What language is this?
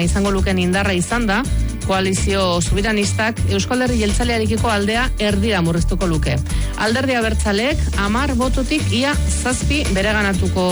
Basque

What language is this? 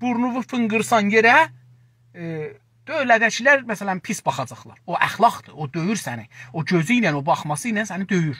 South Azerbaijani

